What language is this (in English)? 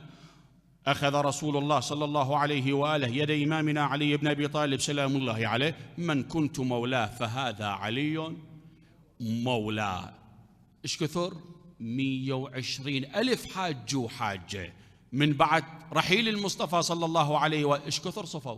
Mesopotamian Arabic